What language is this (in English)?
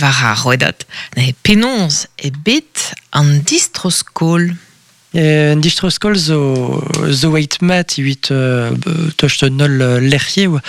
Breton